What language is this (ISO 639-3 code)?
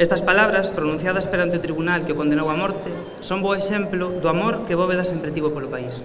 glg